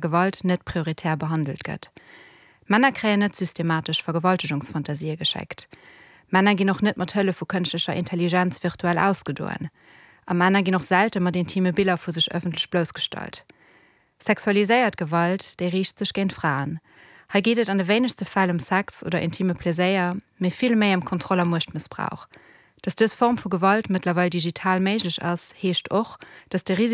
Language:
Luxembourgish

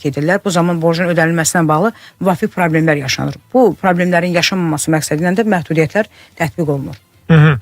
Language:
Azerbaijani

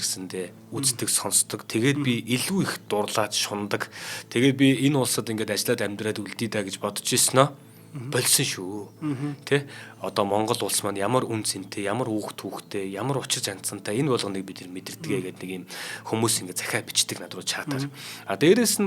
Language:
Mongolian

